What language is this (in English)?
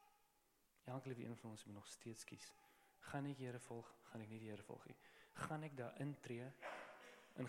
Afrikaans